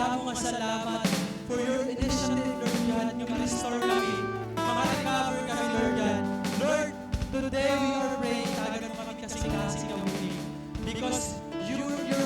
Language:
Waray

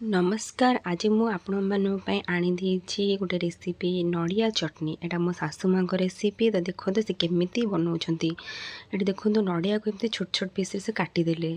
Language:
Odia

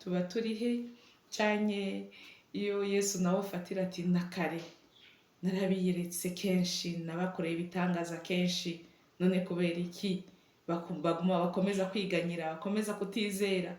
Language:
Rundi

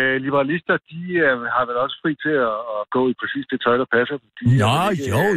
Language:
Danish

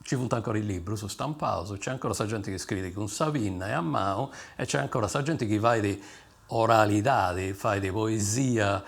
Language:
Sardinian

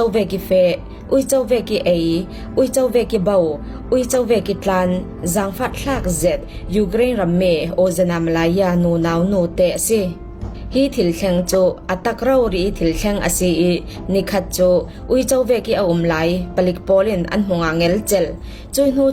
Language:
Falam Chin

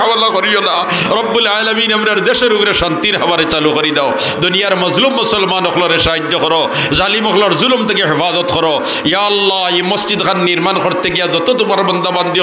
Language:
Sylheti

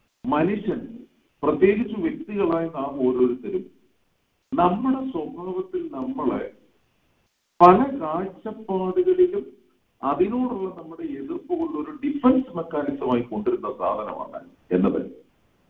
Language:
Malayalam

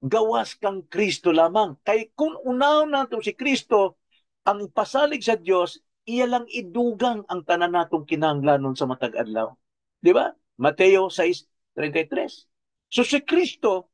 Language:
Cebuano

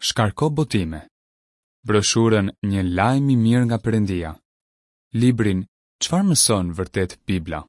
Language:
Albanian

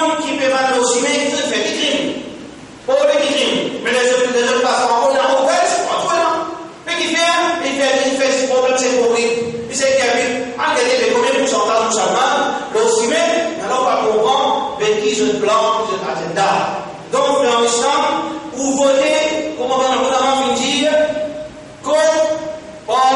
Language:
Morisyen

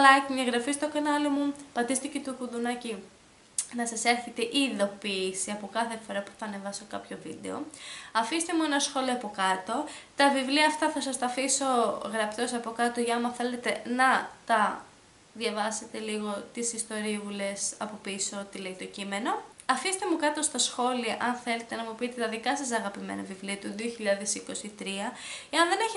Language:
Greek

